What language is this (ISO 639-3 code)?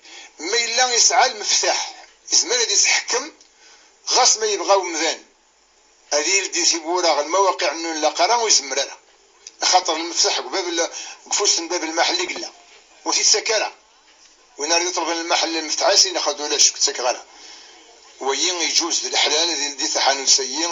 kab